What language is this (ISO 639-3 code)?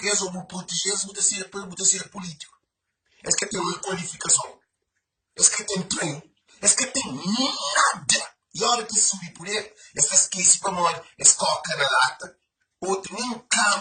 kea